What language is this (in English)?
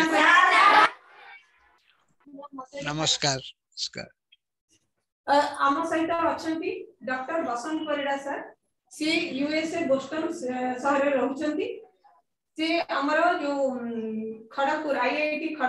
Odia